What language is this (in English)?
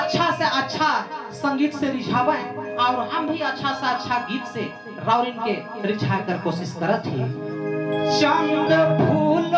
Sadri